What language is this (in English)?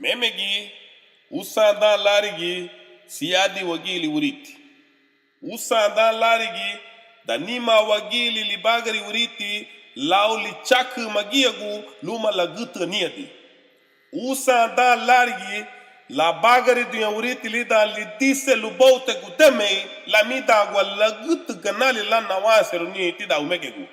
Garifuna